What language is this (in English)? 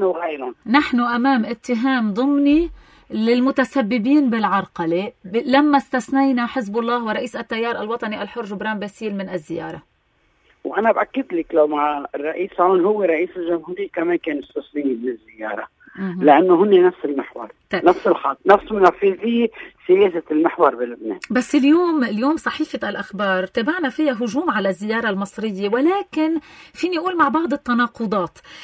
North Levantine Arabic